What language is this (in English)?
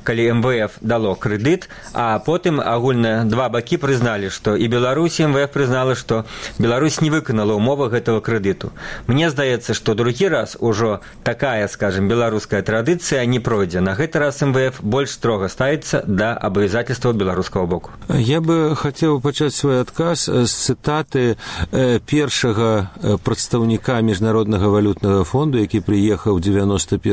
Belarusian